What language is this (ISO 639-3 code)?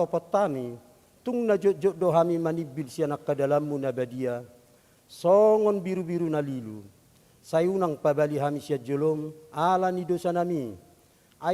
bbc